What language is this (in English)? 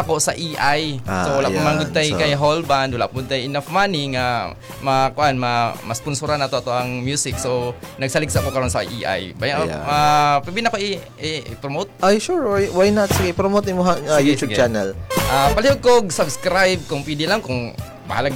Cebuano